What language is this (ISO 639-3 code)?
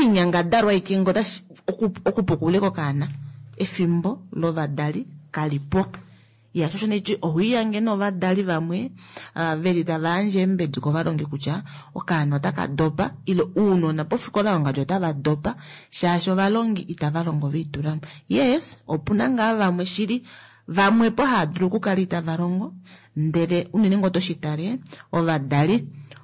kua